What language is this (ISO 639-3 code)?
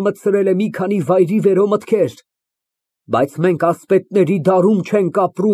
hye